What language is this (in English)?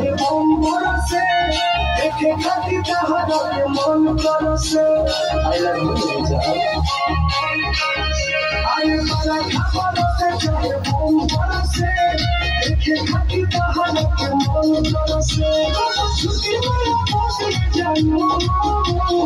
Bhojpuri